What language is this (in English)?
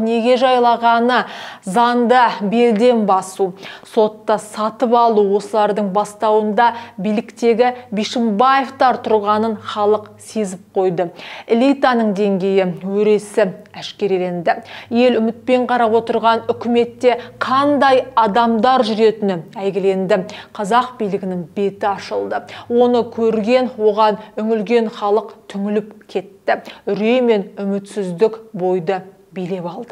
Kazakh